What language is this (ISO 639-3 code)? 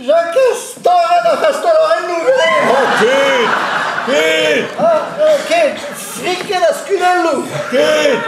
bre